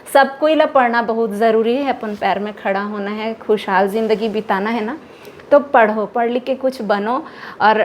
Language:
Chhattisgarhi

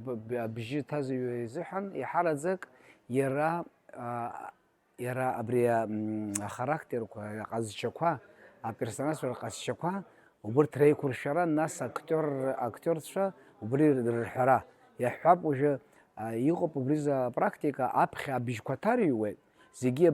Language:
Abkhazian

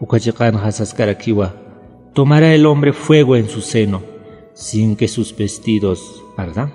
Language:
Aymara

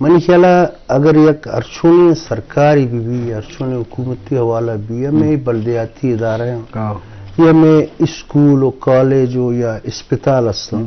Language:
Eastern Balochi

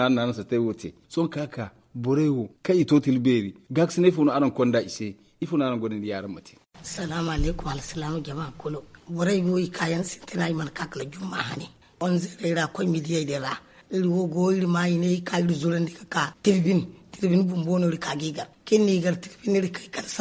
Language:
Zarma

